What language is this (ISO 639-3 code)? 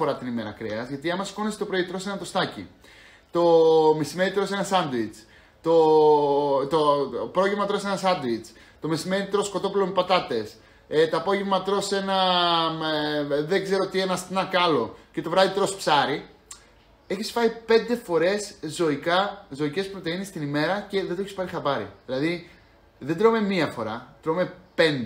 ell